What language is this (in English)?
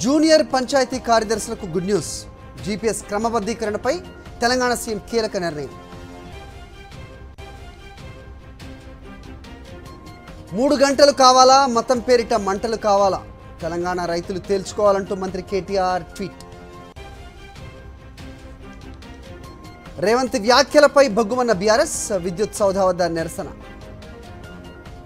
Telugu